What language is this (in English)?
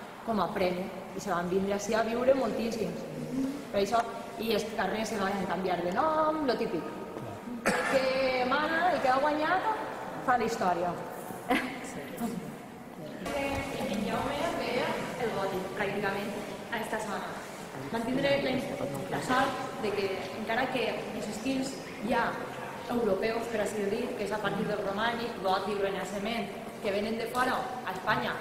Catalan